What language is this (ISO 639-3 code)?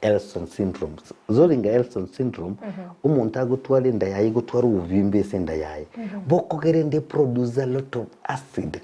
guz